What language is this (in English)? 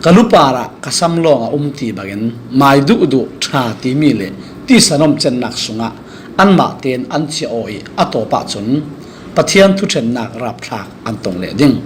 Falam Chin